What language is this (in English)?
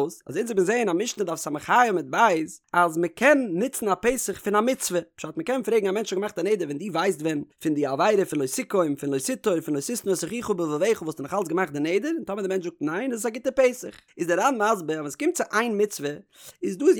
Yiddish